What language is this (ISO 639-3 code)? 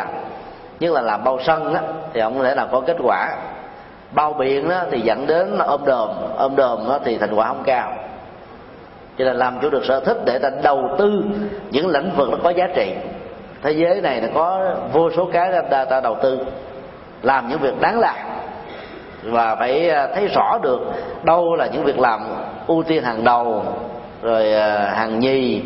vie